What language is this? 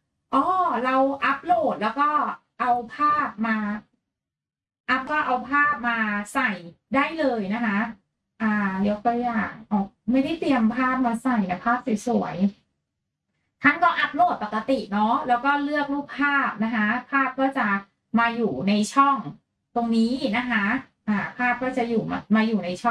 Thai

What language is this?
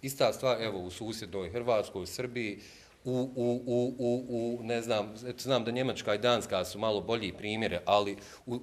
Bosnian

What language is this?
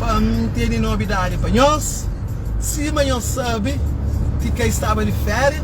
Kabuverdianu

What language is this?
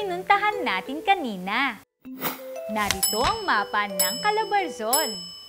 Filipino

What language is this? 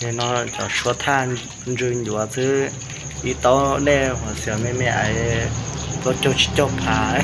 Hmong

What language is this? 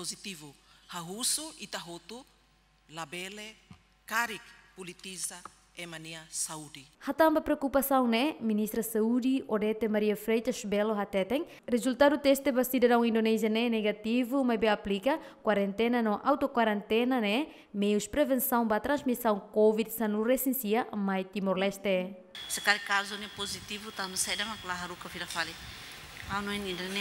Tetum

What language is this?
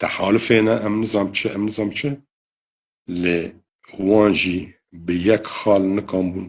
Kurdish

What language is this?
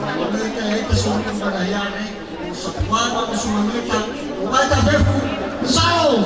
Nias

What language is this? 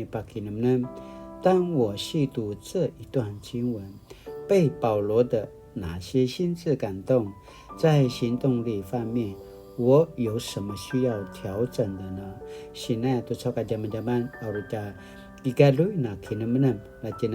Paiwan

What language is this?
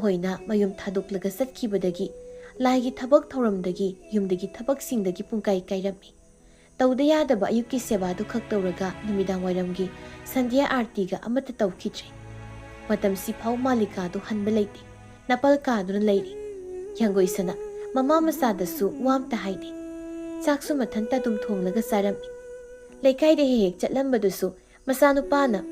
Manipuri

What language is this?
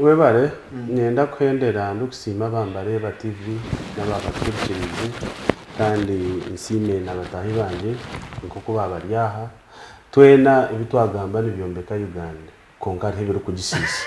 Nyankole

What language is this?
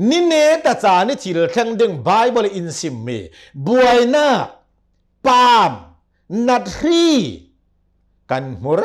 Hakha Chin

